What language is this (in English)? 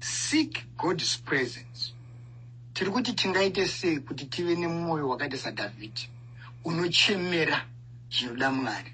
Shona